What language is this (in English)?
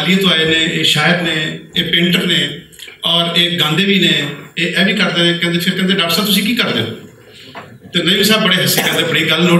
Western Panjabi